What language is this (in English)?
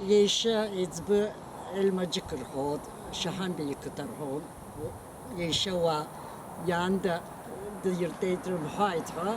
Abkhazian